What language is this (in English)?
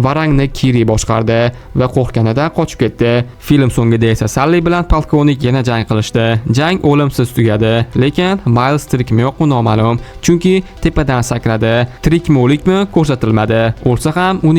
Uzbek